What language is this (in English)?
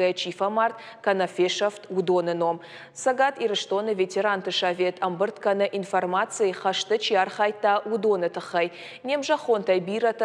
Ossetic